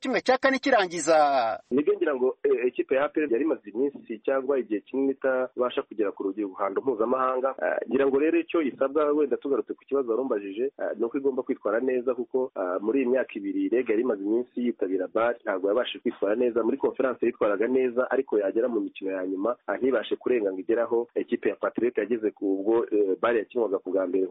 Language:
Kinyarwanda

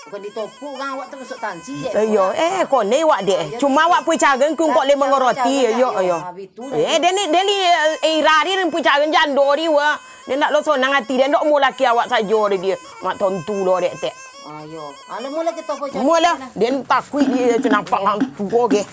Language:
Minangkabau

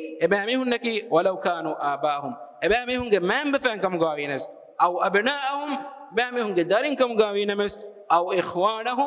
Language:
Divehi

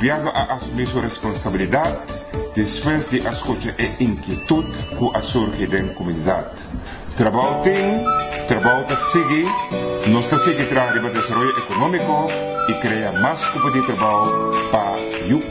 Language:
Papiamento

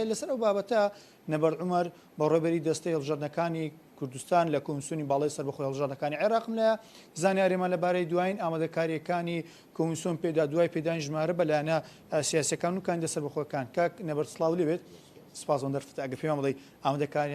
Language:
Central Kurdish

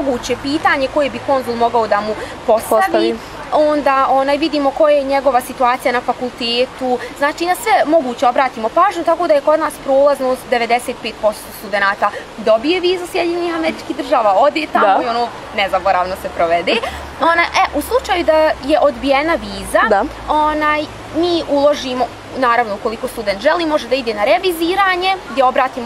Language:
Bosnian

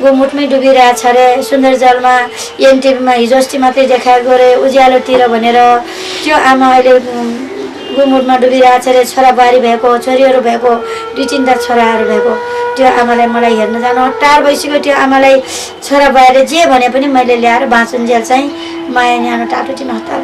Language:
Nepali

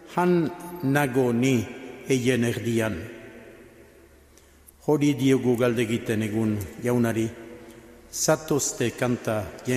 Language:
Basque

